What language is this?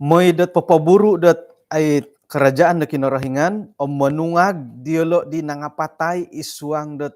Central Dusun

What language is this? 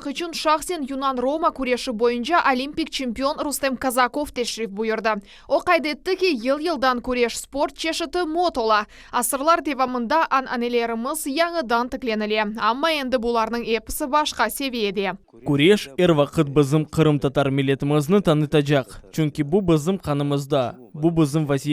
Crimean Tatar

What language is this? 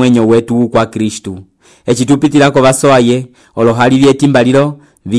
Umbundu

